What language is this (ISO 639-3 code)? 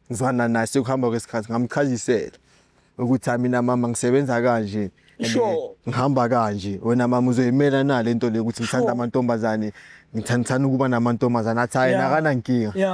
zul